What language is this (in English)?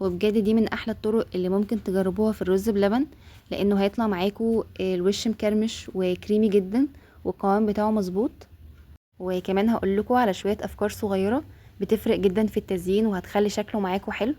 Egyptian Arabic